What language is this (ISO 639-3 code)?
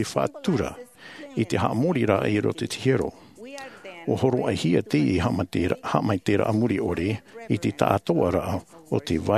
tah